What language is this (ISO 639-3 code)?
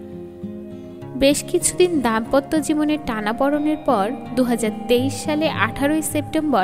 ben